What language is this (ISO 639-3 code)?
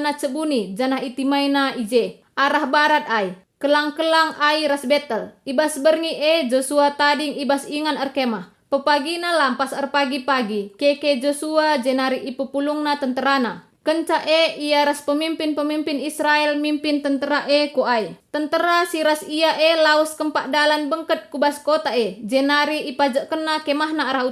btx